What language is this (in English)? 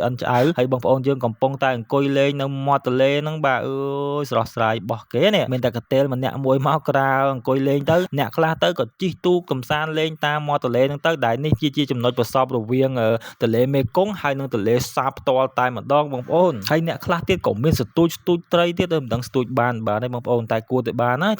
Khmer